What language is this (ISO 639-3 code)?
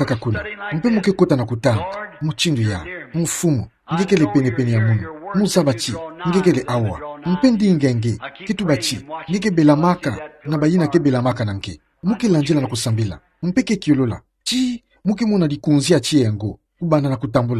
ktu